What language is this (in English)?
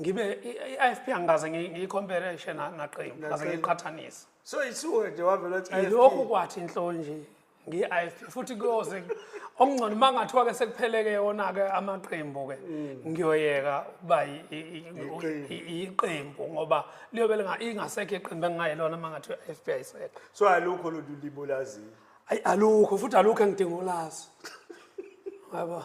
Zulu